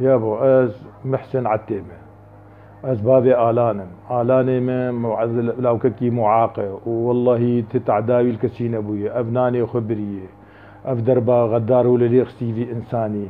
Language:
Kurdish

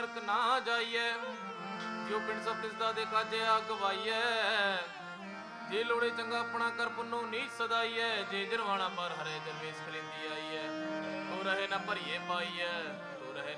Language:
Punjabi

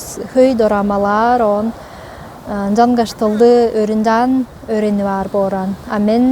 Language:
Tuvinian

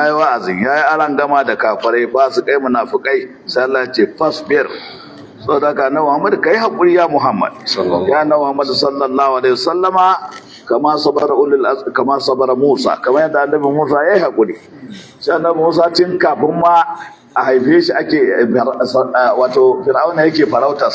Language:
Hausa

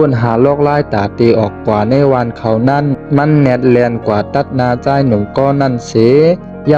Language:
Shan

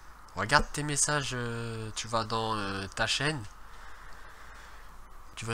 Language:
French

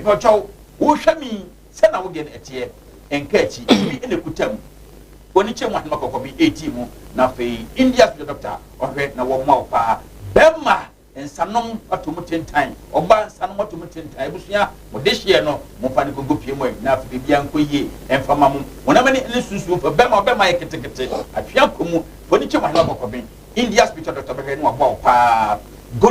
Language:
Akan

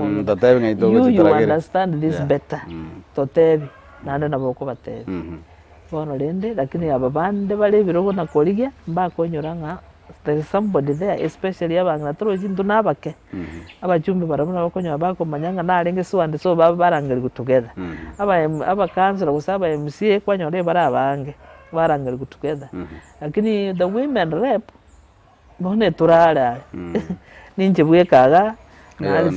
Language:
Gusii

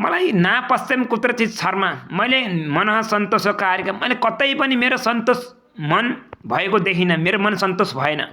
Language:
Nepali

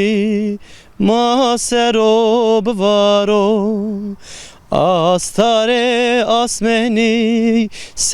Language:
Zaza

